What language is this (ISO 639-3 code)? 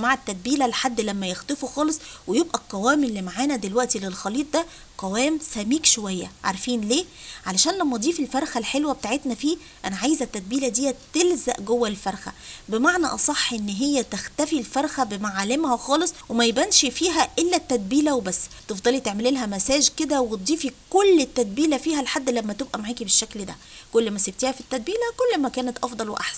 arz